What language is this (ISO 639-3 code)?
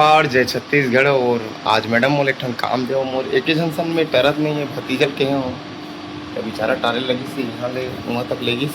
hne